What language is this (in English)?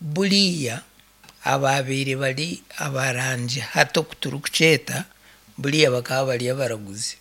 Nyankole